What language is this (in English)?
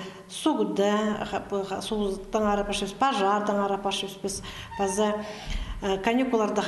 Khakas